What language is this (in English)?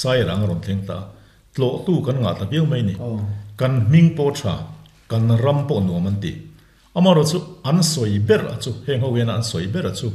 Mizo